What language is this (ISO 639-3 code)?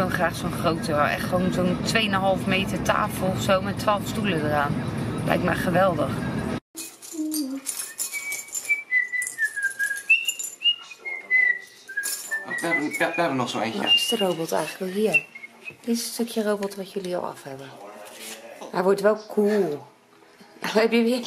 nld